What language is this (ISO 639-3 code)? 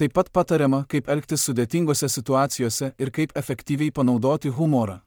lit